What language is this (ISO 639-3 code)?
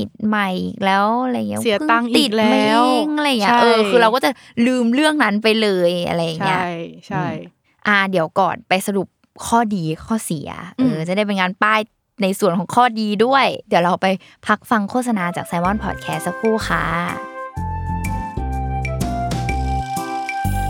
tha